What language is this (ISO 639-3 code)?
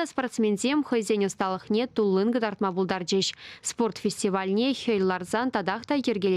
chv